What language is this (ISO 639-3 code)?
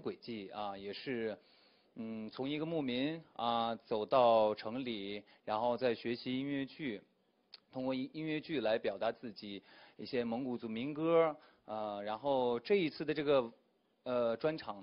zho